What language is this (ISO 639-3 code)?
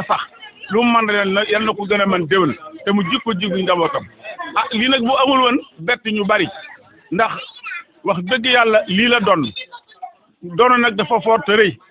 wol